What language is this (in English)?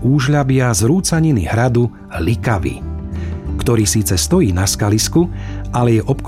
Slovak